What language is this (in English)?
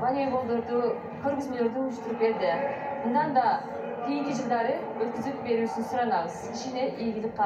Kyrgyz